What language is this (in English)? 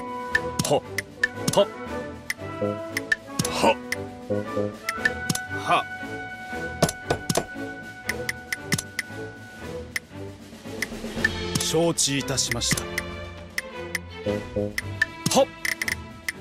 Japanese